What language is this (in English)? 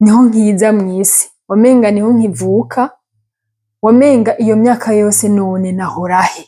Rundi